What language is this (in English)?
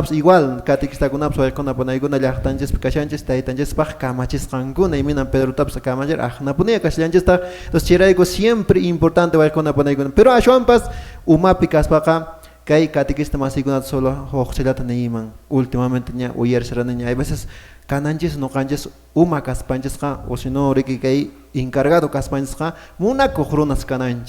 Quechua